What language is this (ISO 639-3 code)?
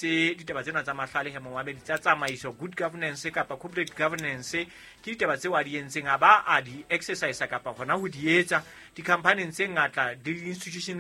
sot